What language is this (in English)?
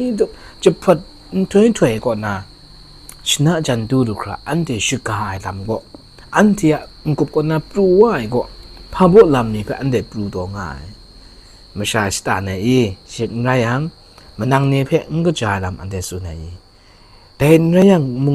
Kachin